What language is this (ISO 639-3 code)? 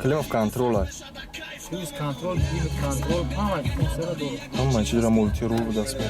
tgk